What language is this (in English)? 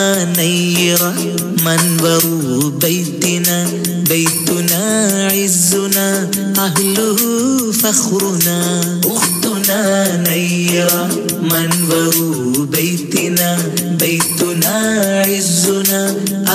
Malayalam